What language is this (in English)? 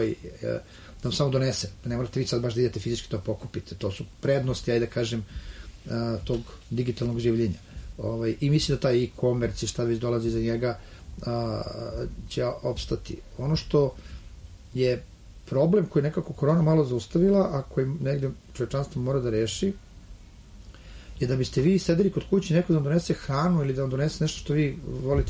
Serbian